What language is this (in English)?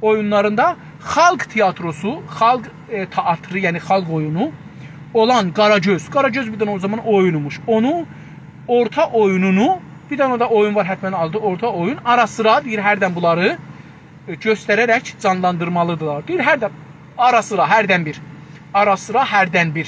South Azerbaijani